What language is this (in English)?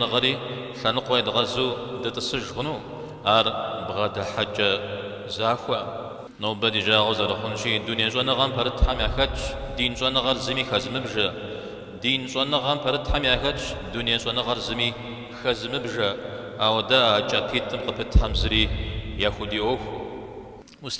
Kabardian